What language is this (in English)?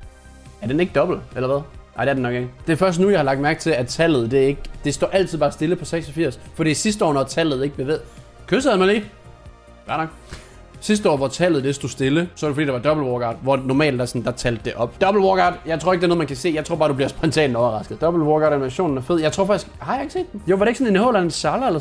Danish